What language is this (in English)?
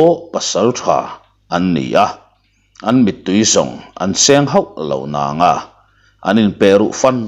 Mizo